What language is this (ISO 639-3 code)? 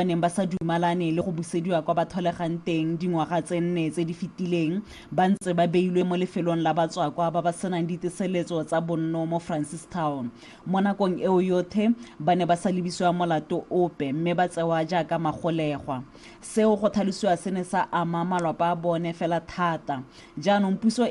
tsn